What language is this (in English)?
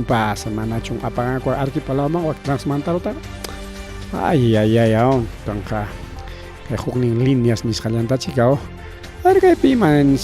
Ayacucho Quechua